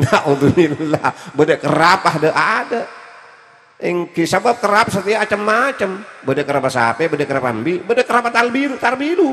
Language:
Madurese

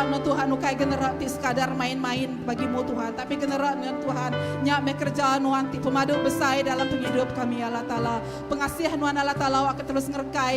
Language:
Iban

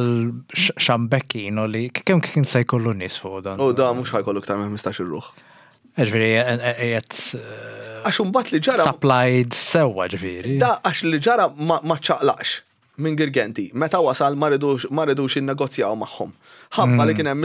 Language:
Maltese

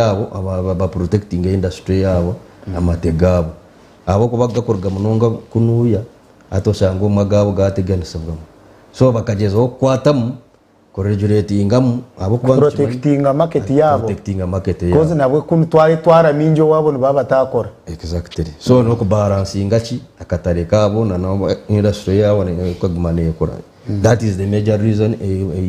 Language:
Nyankole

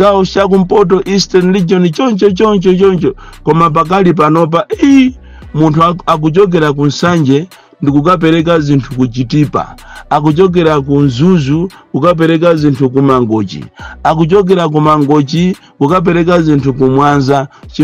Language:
Nyanja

